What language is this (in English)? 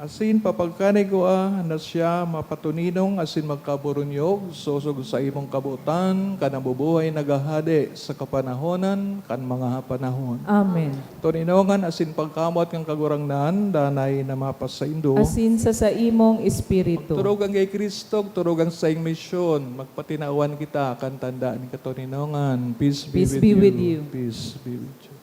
Bikol